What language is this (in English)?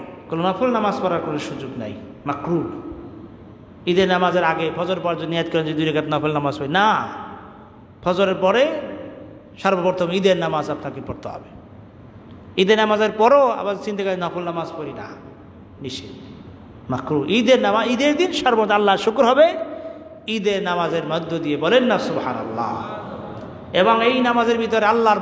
Bangla